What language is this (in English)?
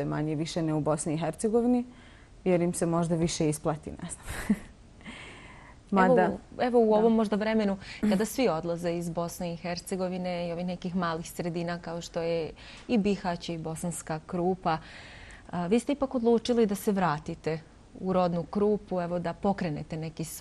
Bosnian